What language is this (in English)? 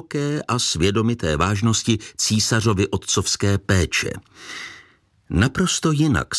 Czech